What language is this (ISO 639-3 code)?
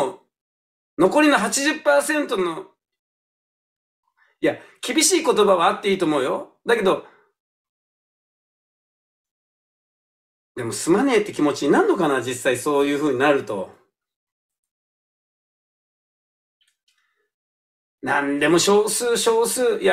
jpn